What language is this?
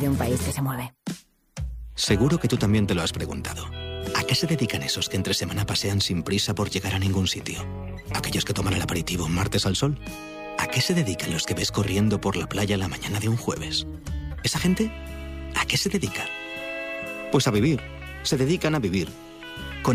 Spanish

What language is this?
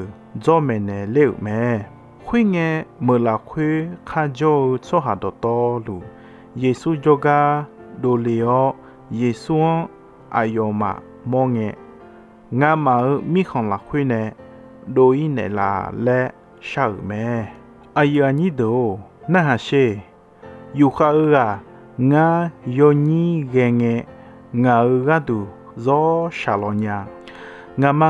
Akha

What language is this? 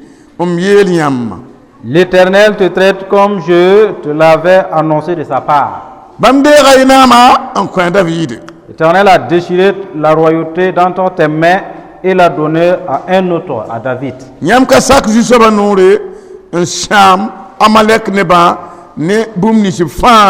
Mossi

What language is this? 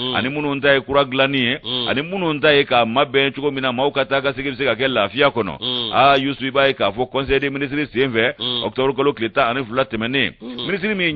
Bambara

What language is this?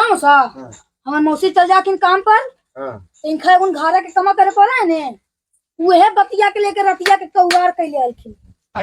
Magahi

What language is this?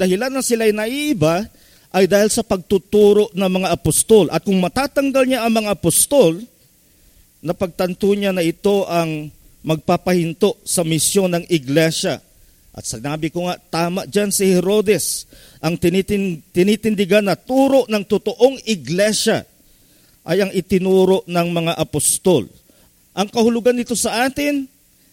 Filipino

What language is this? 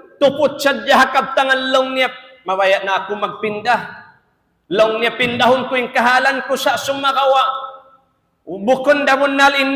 Tausug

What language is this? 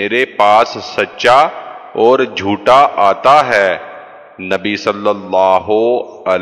Urdu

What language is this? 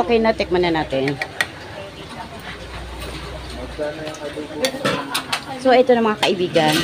Filipino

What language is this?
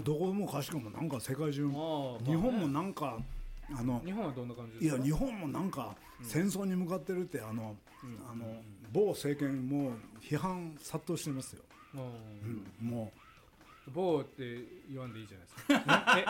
Japanese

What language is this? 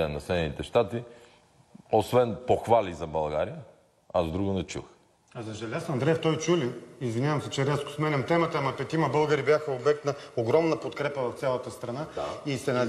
Bulgarian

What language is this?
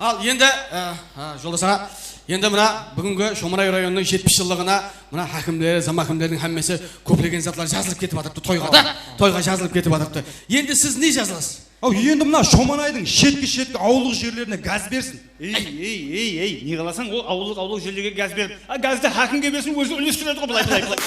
Kara-Kalpak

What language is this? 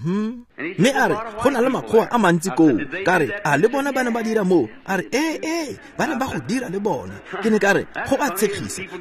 Tswana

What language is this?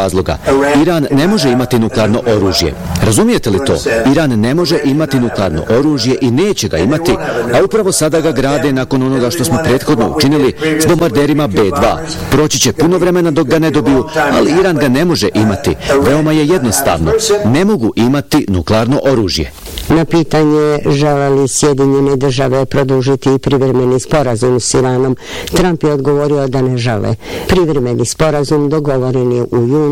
Bosnian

